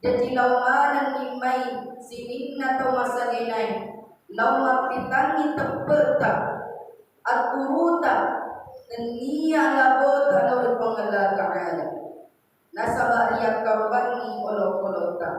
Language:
Buginese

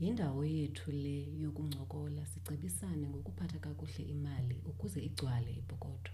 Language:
Xhosa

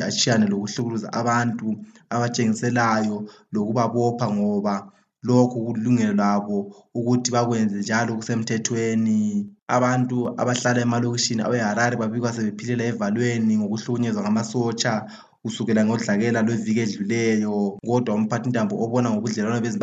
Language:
North Ndebele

